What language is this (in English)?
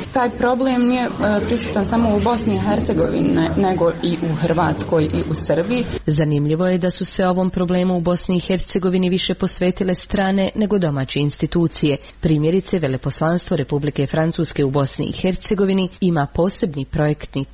Croatian